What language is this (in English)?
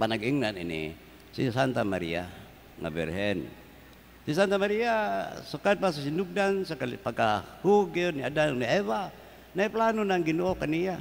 Cebuano